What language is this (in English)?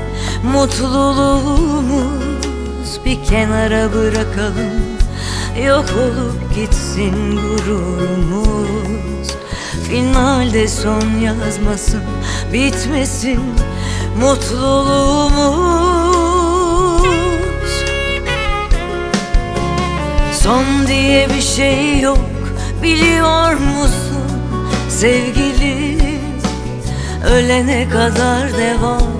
Turkish